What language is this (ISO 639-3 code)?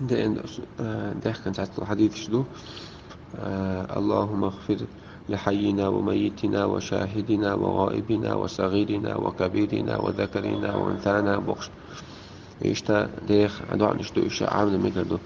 che